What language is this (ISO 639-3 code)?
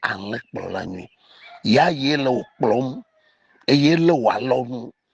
ewe